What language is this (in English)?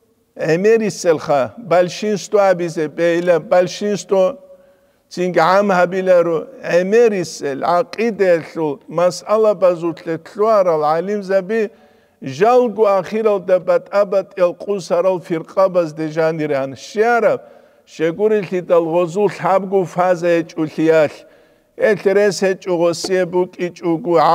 Avaric